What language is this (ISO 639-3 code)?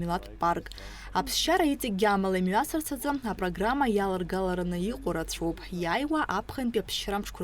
abk